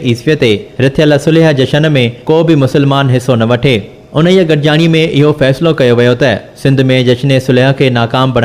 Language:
Sindhi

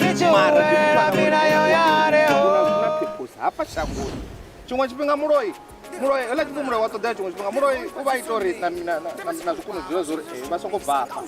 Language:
Venda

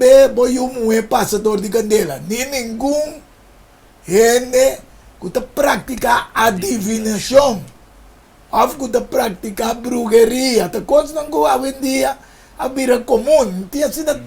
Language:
Papiamento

